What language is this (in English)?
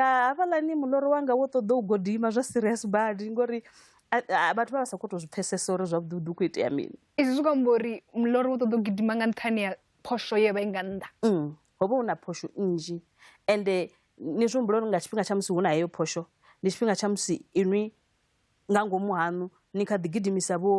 Venda